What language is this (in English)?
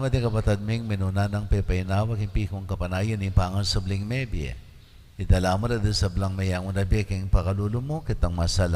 Pampanga